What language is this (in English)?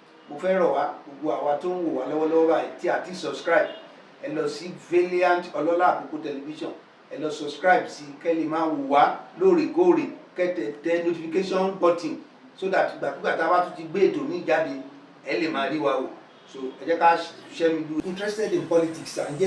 Yoruba